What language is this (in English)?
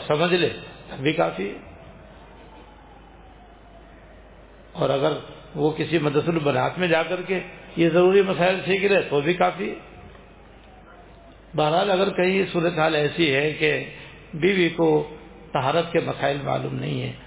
Urdu